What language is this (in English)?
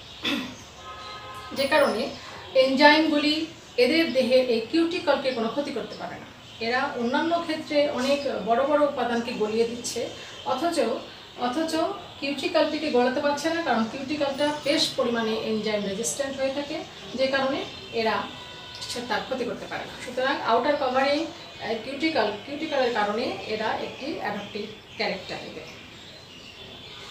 Bangla